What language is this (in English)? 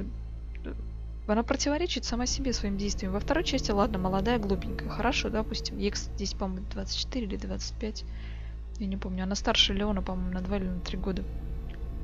Russian